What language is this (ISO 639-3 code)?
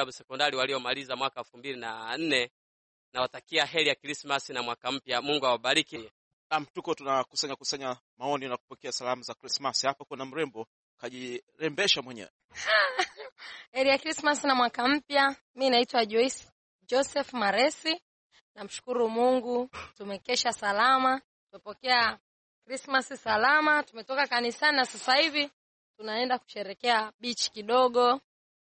swa